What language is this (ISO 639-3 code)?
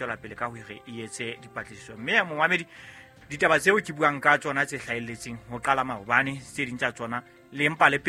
sot